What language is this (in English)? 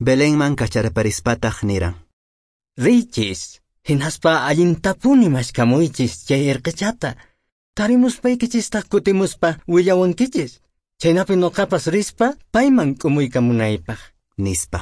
Quechua